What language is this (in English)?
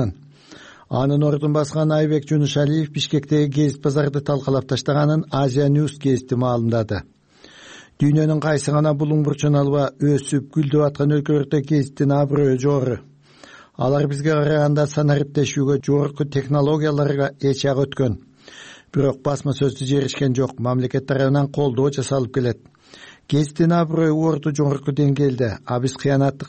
Kyrgyz